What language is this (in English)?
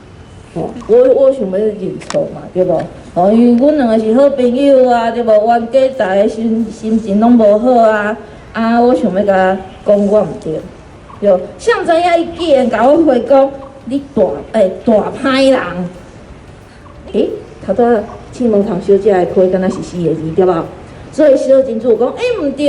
Min Nan Chinese